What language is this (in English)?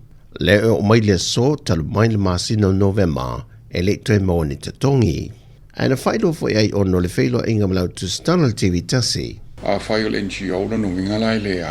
Samoan